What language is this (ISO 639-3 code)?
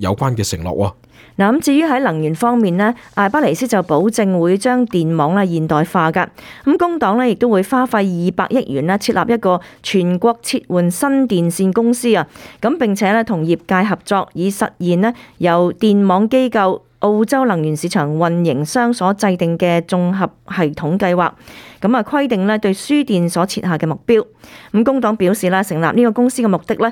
yue